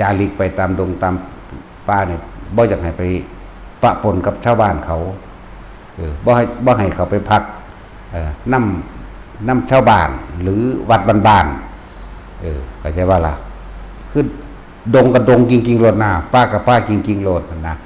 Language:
Northeastern Thai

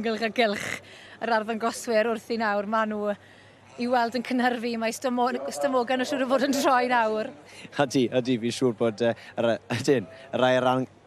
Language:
Welsh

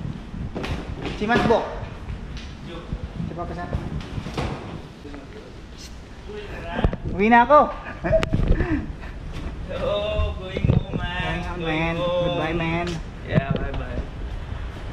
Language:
Filipino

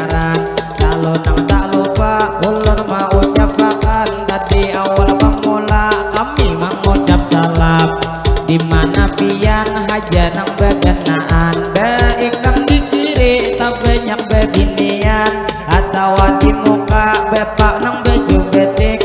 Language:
Banjar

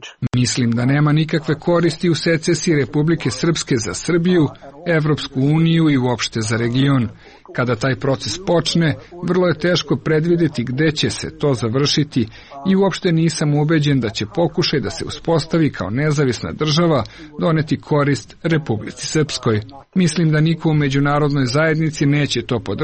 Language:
Serbian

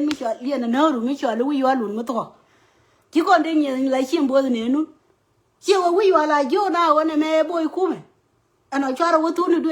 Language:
Nuer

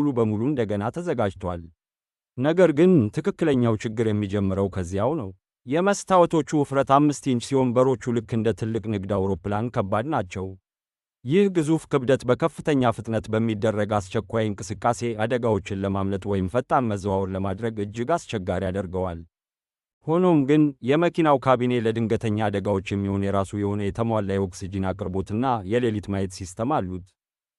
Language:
Amharic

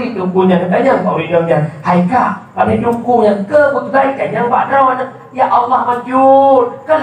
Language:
Achinese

